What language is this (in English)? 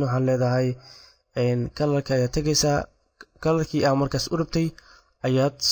Somali